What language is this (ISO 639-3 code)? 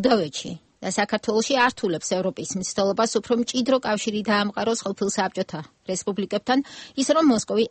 kat